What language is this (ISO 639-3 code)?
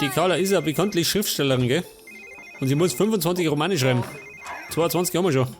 bar